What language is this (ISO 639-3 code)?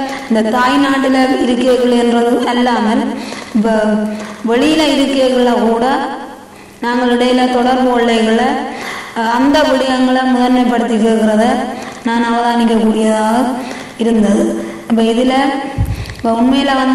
tam